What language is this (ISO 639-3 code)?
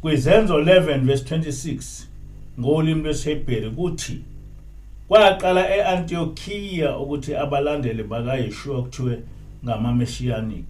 zul